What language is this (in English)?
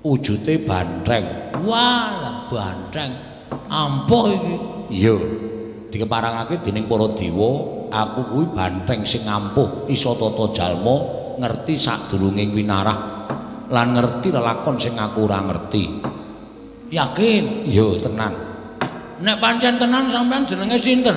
Javanese